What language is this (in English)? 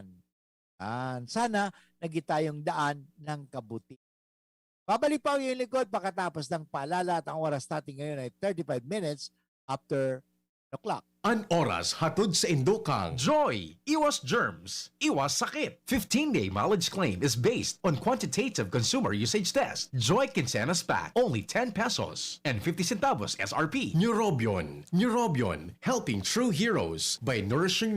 Bikol